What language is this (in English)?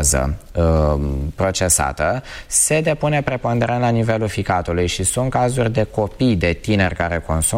Romanian